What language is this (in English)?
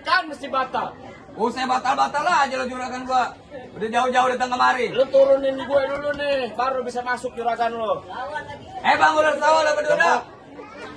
Betawi